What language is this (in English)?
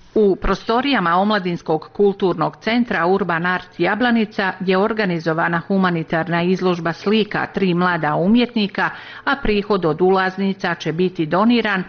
Bosnian